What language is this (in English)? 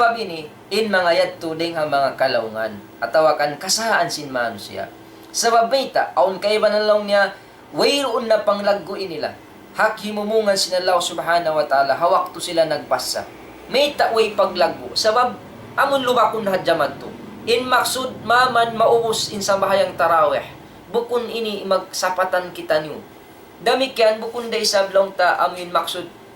Tausug